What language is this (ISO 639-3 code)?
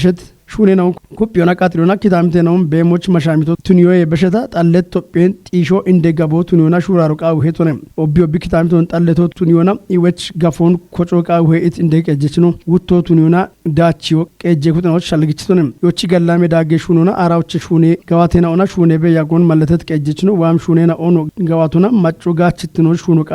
kbr